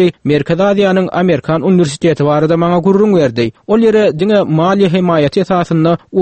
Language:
Turkmen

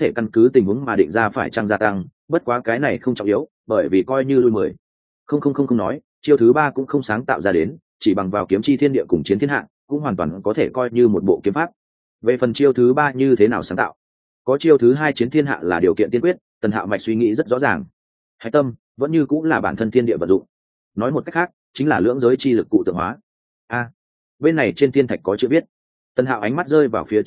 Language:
Vietnamese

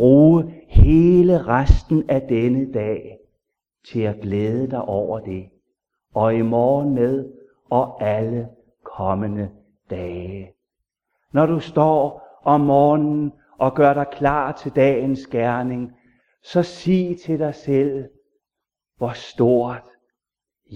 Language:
Danish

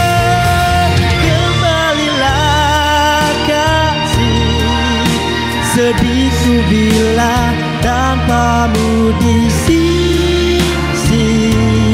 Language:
Indonesian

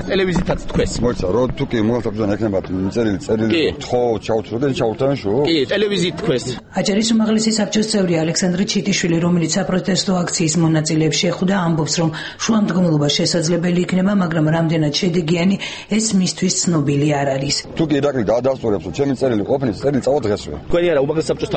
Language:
Georgian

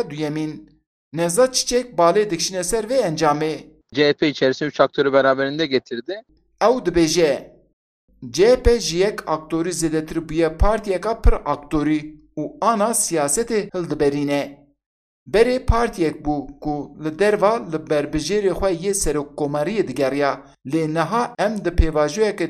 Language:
Kurdish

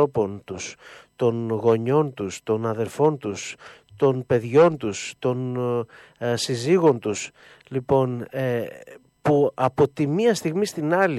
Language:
Greek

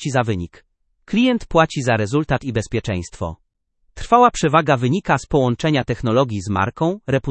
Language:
Polish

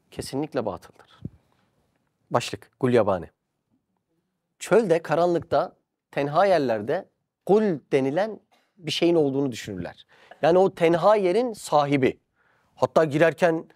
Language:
Turkish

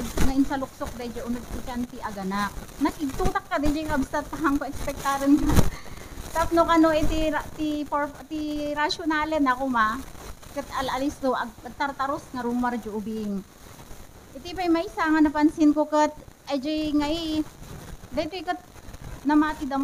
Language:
Iloko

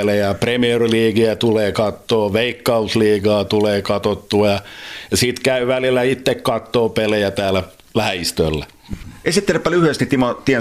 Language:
Finnish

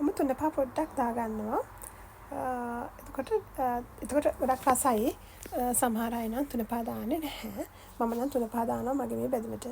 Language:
Sinhala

